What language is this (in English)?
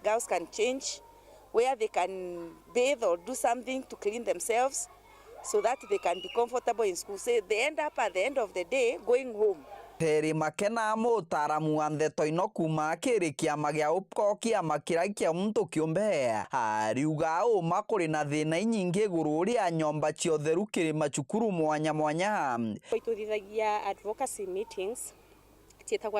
Meru